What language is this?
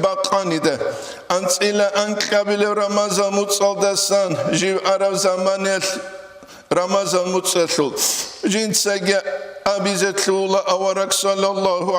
Avaric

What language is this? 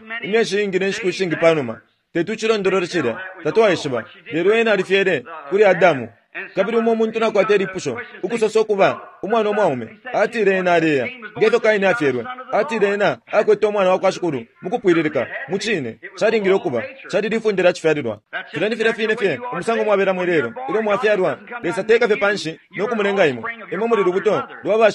Bemba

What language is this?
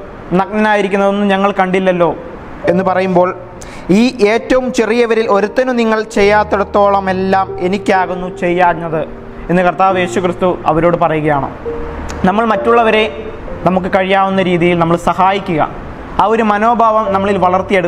Malayalam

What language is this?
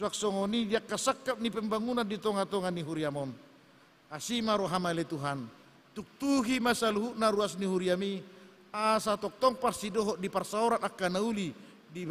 Batak Toba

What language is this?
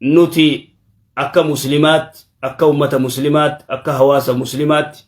Oromo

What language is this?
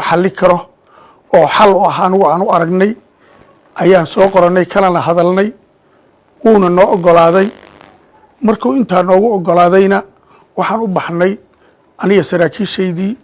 Somali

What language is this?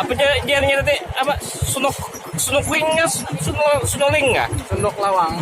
Banjar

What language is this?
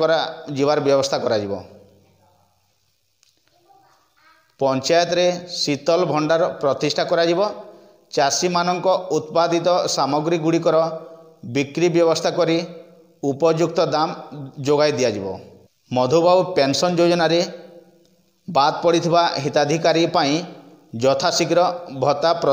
Odia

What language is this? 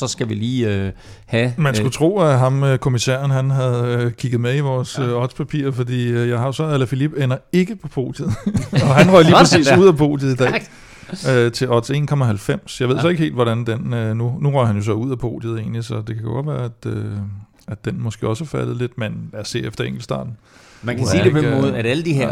Danish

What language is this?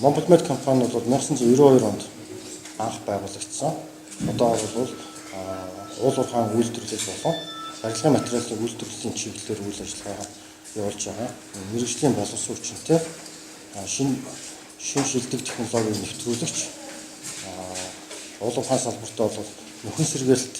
Mongolian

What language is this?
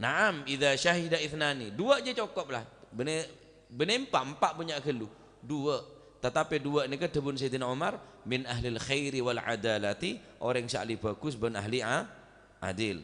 Madurese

